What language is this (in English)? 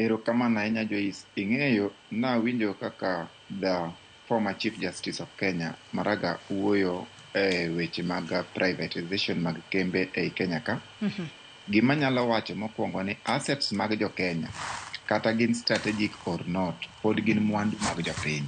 Luo (Kenya and Tanzania)